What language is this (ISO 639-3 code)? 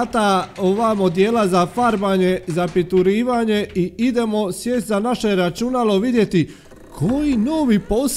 hrv